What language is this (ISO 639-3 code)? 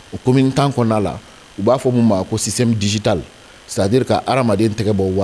bam